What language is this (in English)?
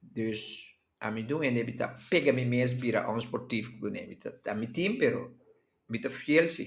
Papiamento